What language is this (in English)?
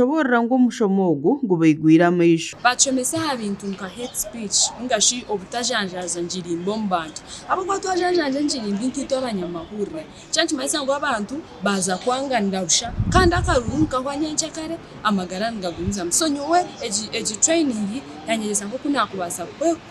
Nyankole